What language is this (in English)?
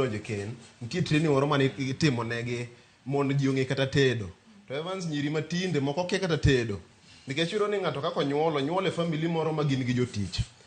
Luo (Kenya and Tanzania)